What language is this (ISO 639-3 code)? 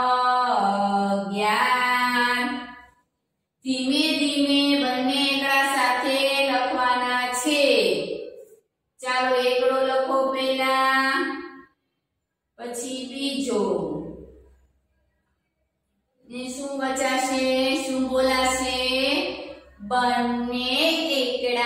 guj